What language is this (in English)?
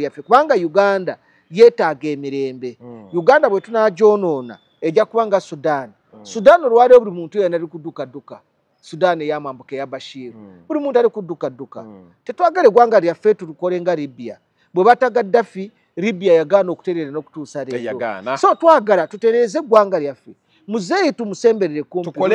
Ganda